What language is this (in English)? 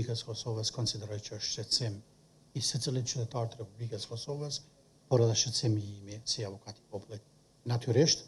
Albanian